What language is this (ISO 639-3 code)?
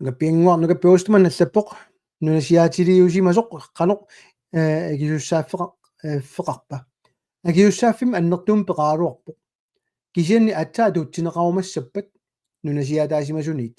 kal